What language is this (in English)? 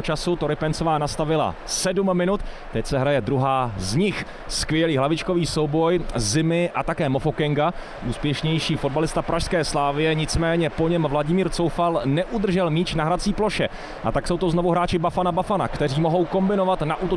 Czech